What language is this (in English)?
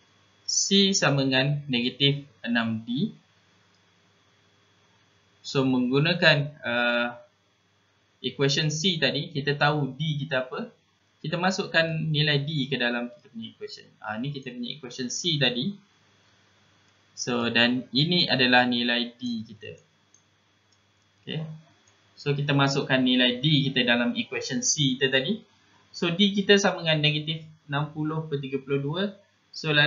Malay